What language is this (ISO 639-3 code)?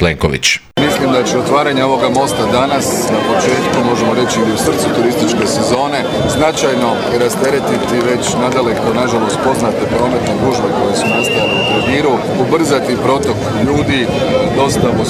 hrv